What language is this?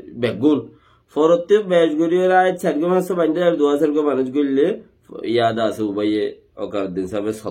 Rohingya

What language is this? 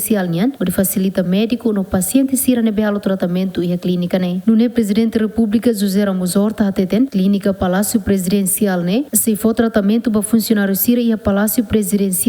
Tetum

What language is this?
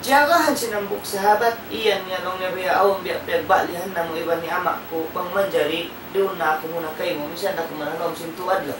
Tausug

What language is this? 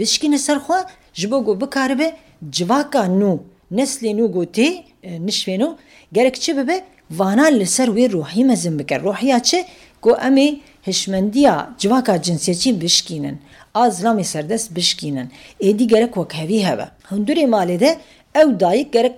Kurdish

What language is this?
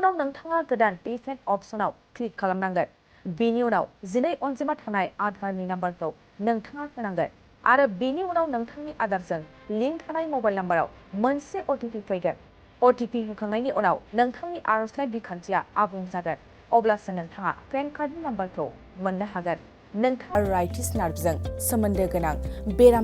Bodo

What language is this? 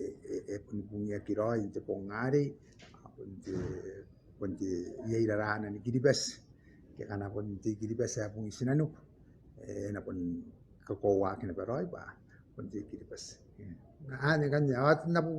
Gilbertese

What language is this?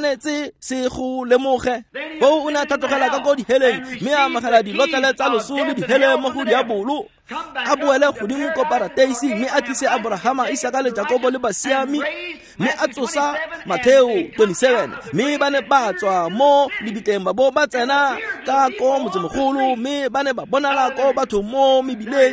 Tswana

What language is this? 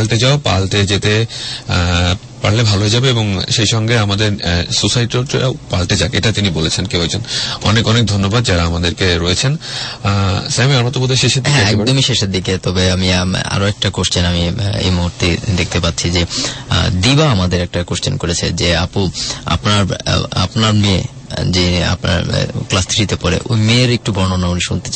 Bangla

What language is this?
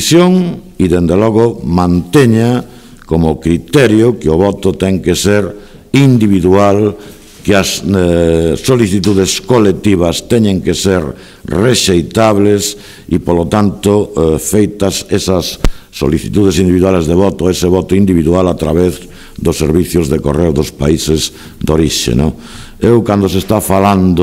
Galician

